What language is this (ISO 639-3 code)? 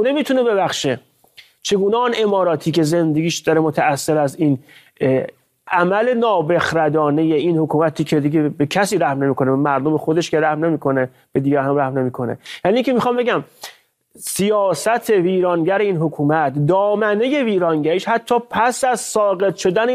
fas